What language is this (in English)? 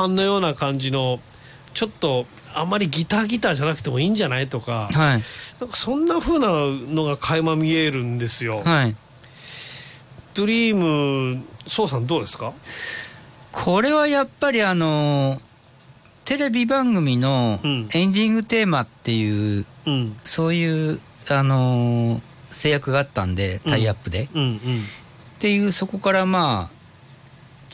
Japanese